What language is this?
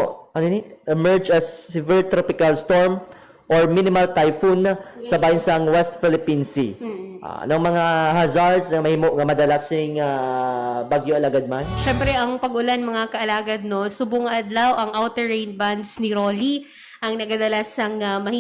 Hiligaynon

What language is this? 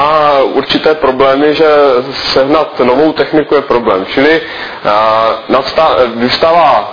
Czech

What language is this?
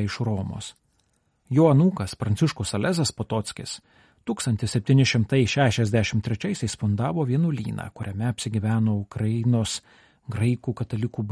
Lithuanian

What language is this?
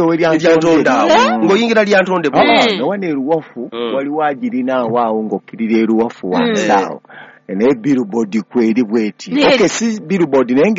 Ganda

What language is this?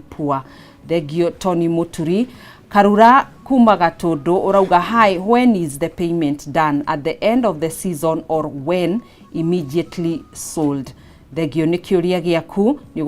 Kikuyu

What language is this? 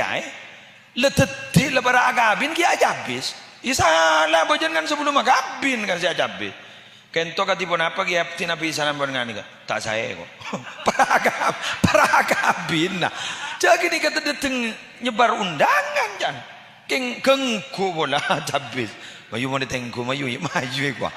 Madurese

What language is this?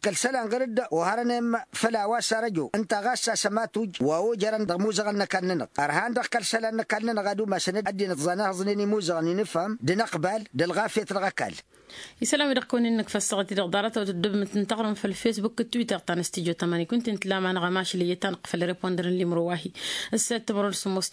Tamasheq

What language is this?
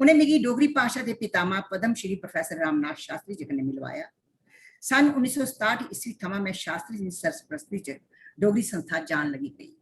Dogri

